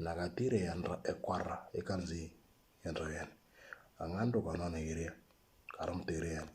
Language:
Moro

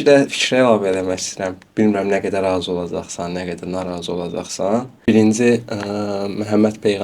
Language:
Azerbaijani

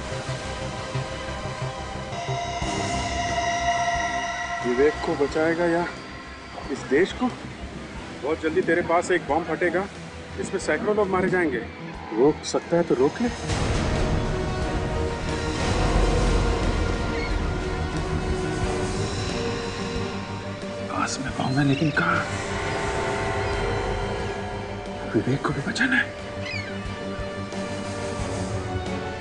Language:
Hindi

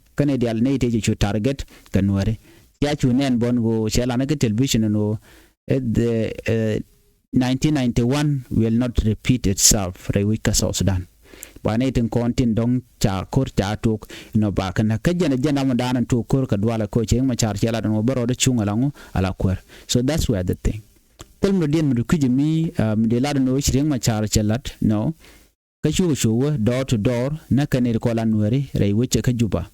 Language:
Nuer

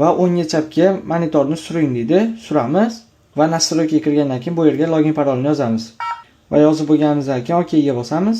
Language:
Uzbek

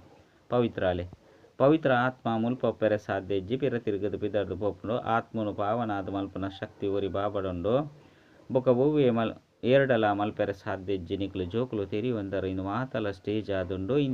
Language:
Tulu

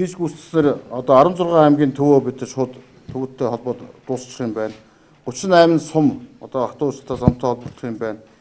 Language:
Mongolian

